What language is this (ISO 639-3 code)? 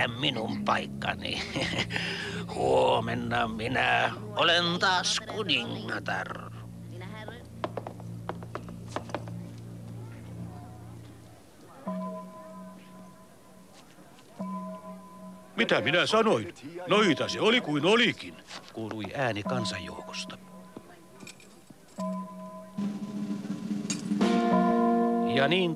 fin